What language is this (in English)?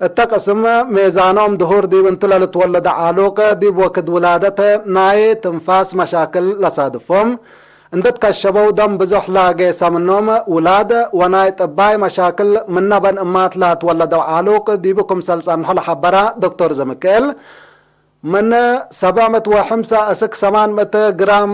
Tigre